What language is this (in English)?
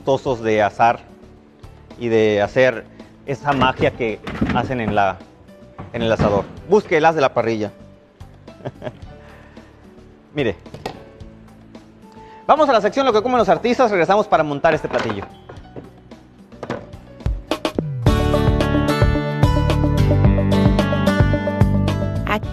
Spanish